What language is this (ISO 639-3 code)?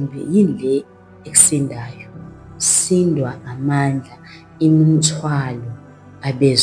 zul